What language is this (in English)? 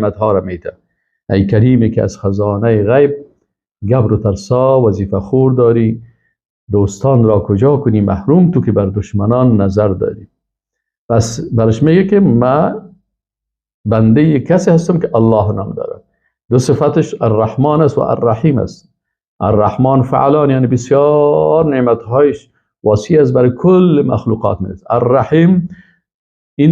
Persian